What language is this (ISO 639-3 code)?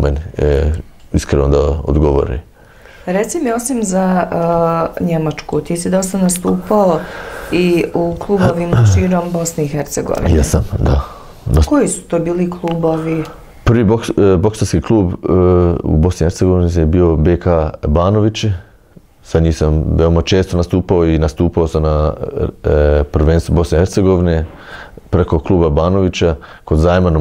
bos